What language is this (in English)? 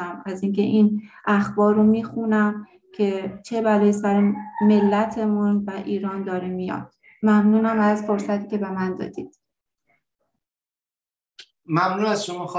Persian